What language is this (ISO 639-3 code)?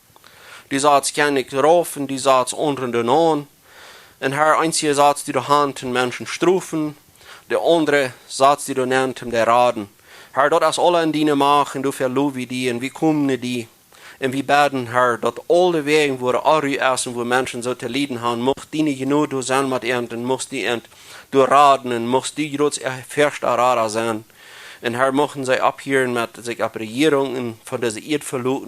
pdt